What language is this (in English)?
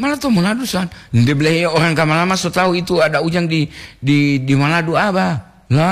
Gorontalo